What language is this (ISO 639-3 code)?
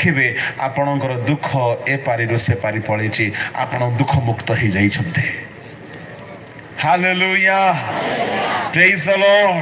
ori